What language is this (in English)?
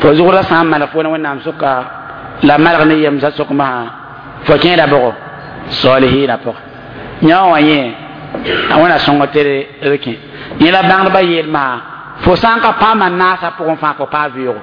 Mossi